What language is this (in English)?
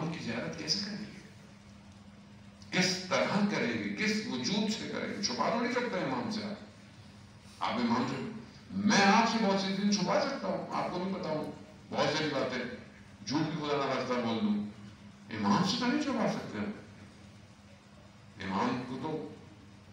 Urdu